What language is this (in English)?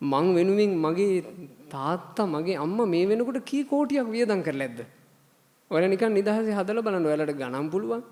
Sinhala